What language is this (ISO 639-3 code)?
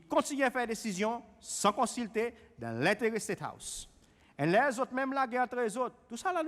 crs